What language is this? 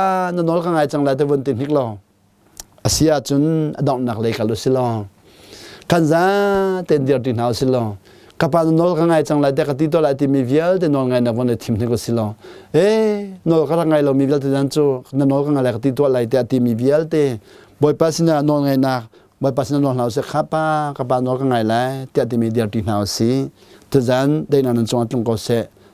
Hakha Chin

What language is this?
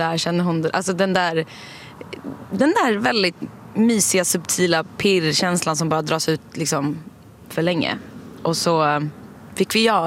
Swedish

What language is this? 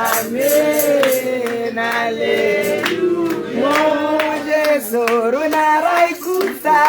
Tswana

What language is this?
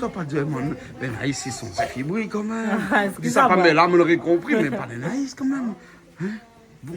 Réunion Creole French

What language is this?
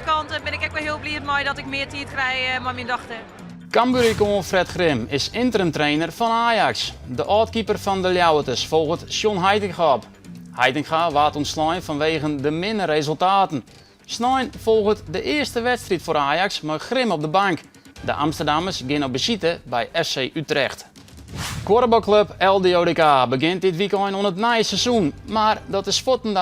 Western Frisian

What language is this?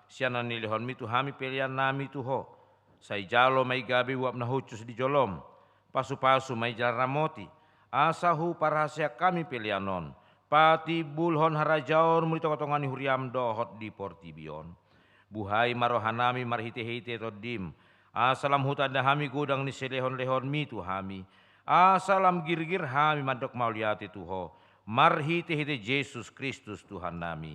Batak Toba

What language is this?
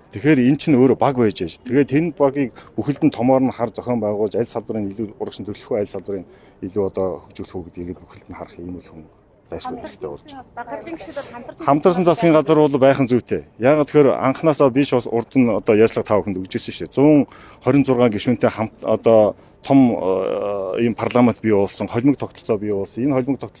Mongolian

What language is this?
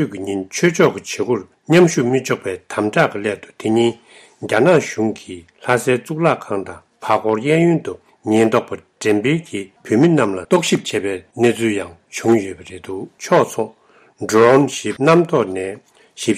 Tibetan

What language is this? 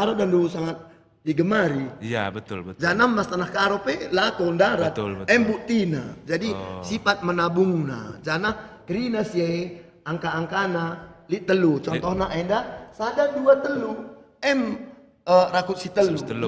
Batak Karo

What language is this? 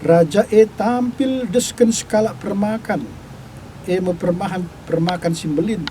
Batak Karo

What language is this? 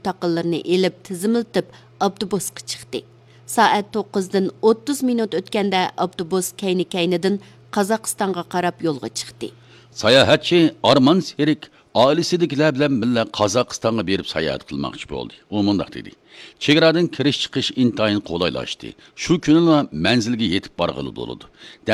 Uyghur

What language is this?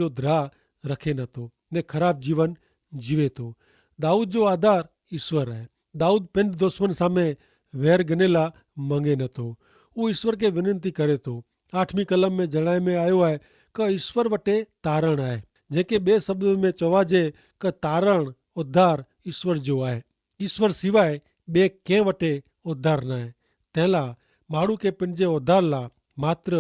Kachhi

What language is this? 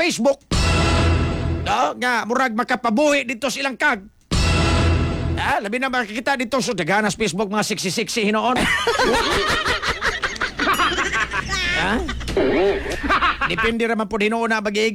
Cebuano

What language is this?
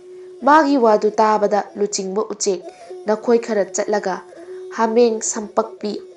Manipuri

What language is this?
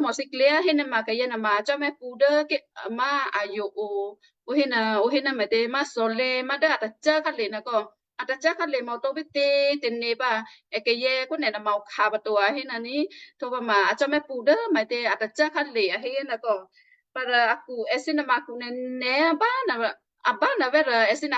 Western Kayah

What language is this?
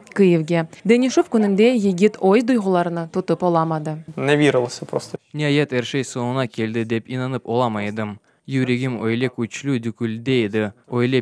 Crimean Tatar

